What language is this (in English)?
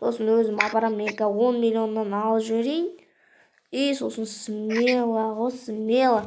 Kazakh